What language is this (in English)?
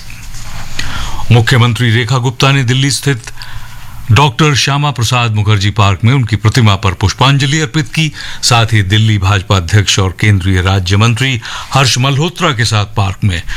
Hindi